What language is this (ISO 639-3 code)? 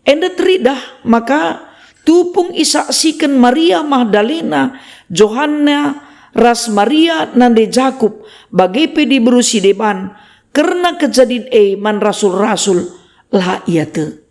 btx